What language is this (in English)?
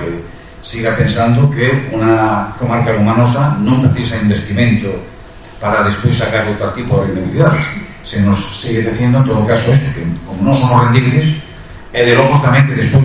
Galician